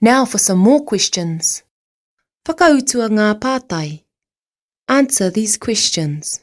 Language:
Māori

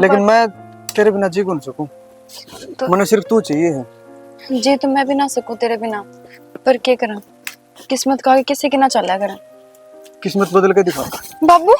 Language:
Haryanvi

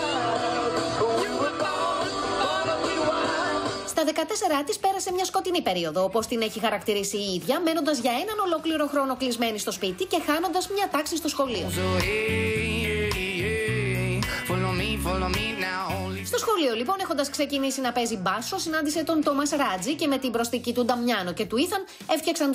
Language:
Greek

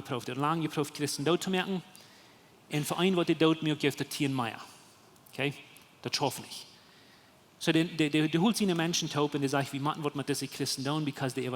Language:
Plautdietsch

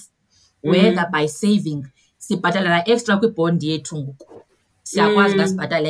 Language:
Xhosa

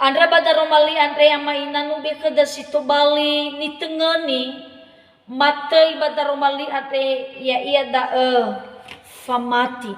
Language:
Nias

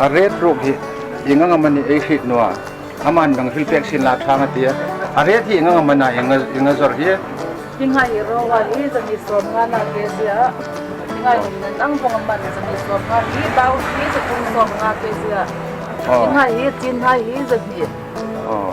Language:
Hmar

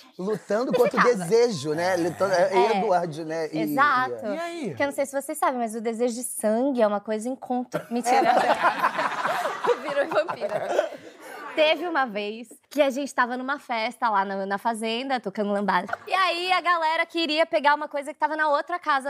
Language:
Portuguese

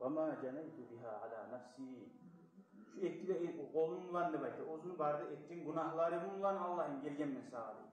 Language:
Kumyk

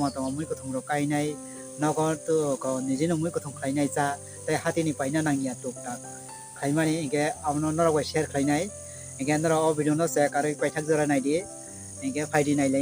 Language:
Kok Borok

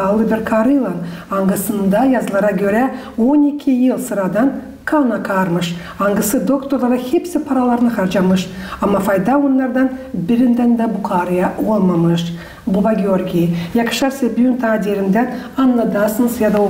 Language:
Gagauz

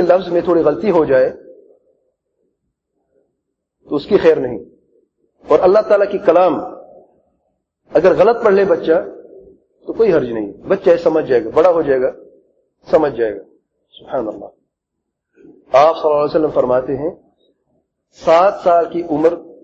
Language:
Urdu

